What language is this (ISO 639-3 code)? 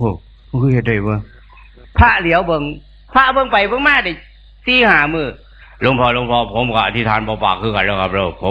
tts